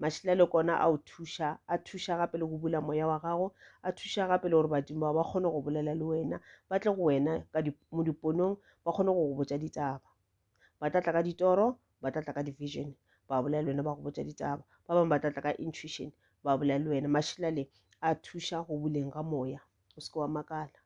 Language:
Northern Sotho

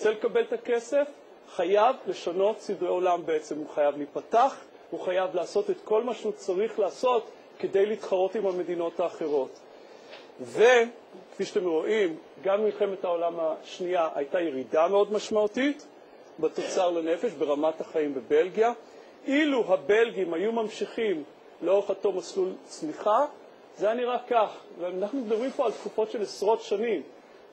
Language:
Hebrew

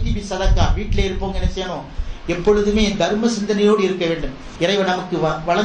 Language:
Tamil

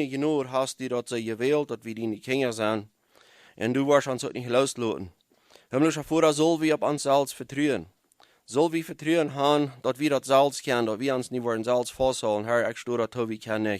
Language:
Plautdietsch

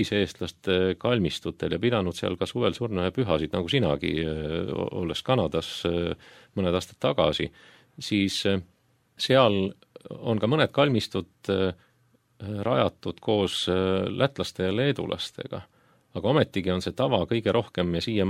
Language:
Estonian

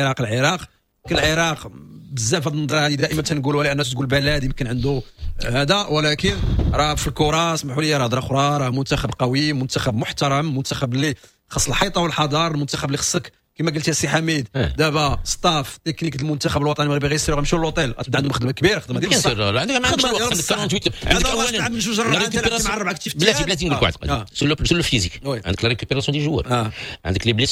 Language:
Moroccan Arabic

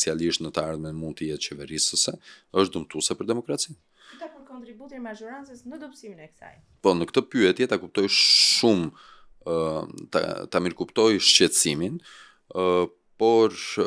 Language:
Albanian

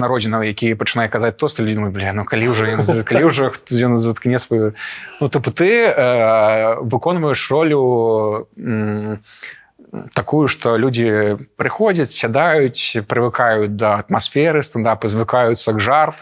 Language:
Belarusian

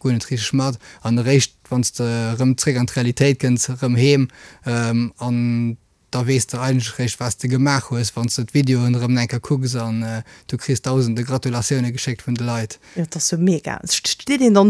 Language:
Luxembourgish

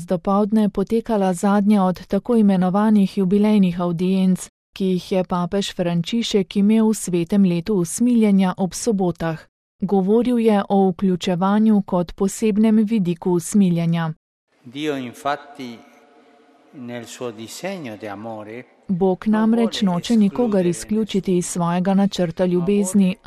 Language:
Slovenian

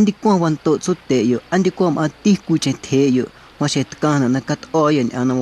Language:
Guerrero Amuzgo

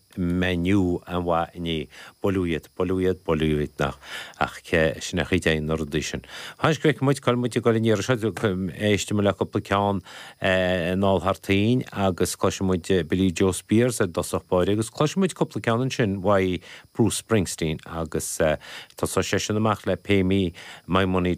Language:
Irish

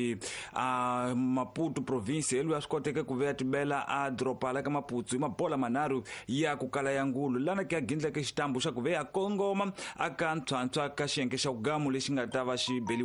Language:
Tsonga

